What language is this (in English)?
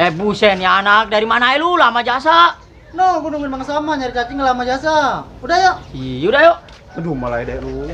Betawi